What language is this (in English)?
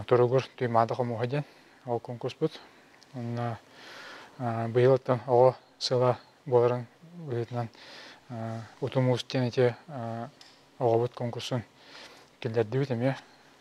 Yakut